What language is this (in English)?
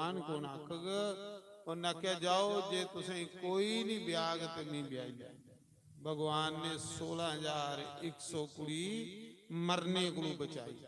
Dogri